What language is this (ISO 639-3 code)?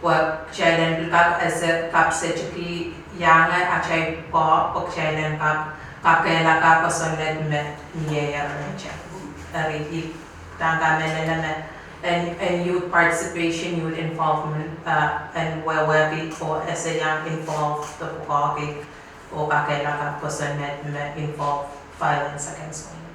pon